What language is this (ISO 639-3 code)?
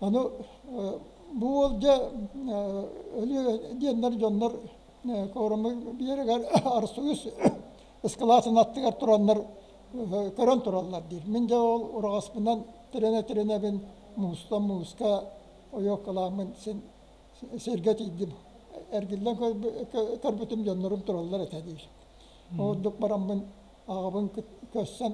sah